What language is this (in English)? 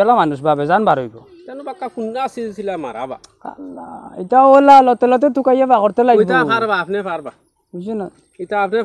Sylheti